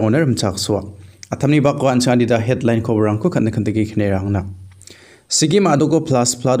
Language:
Garo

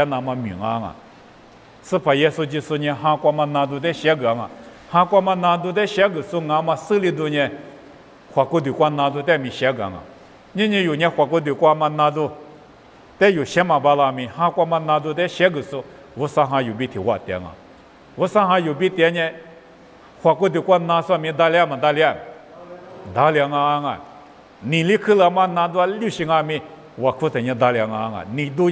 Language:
Lisu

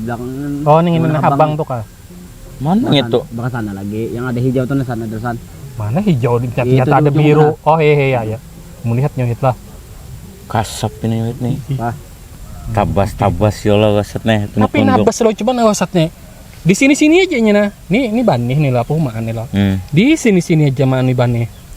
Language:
Banjar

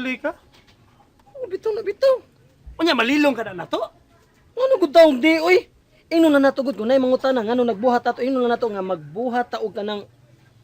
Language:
Cebuano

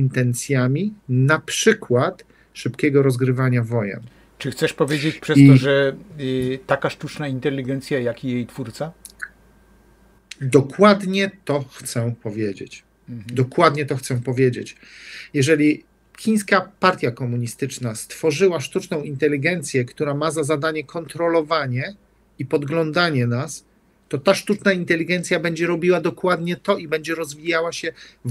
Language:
Polish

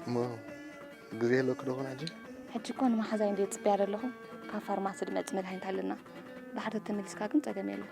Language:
Tigrinya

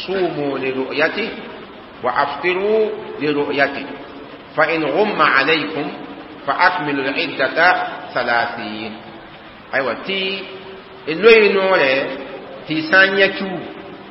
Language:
Mossi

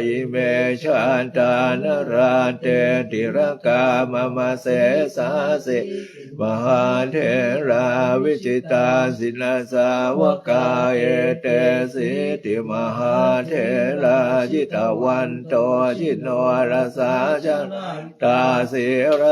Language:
Pali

